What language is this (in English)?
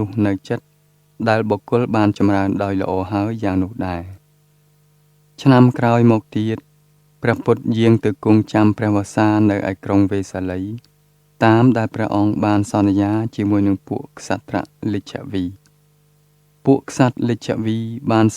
Khmer